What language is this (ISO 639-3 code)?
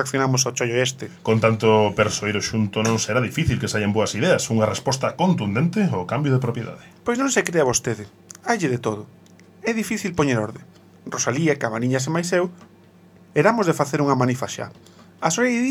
glg